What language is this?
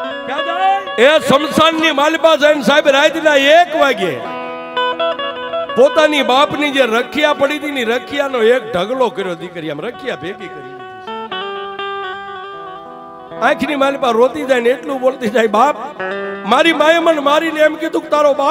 Gujarati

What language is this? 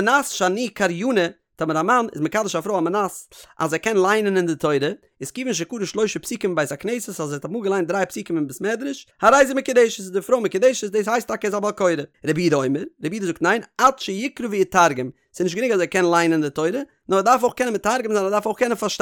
Yiddish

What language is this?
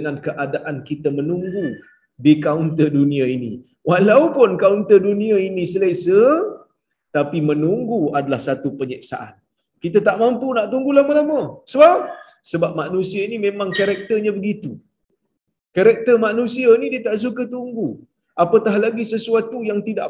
Malay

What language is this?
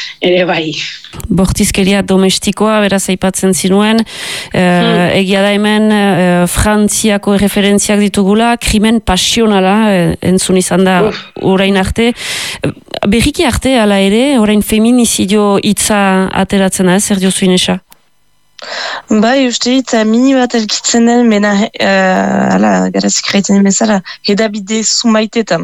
Basque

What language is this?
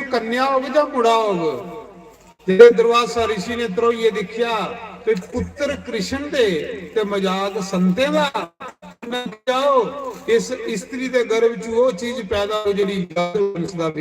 Dogri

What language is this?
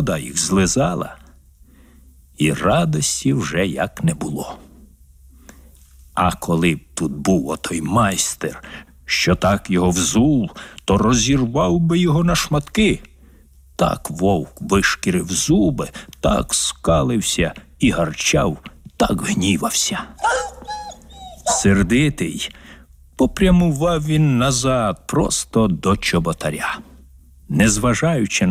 Ukrainian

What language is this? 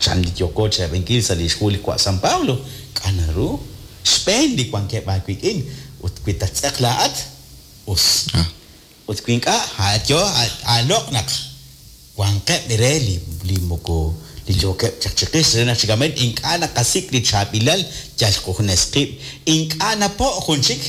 Kekchí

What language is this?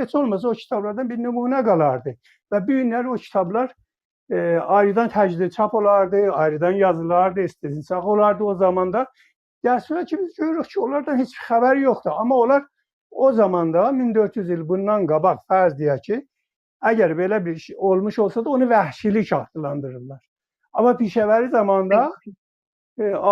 South Azerbaijani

